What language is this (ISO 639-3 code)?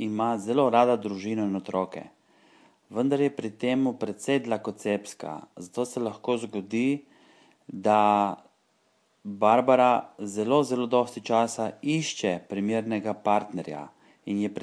slv